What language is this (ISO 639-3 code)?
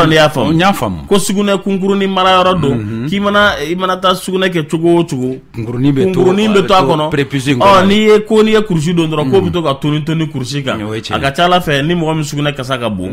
bam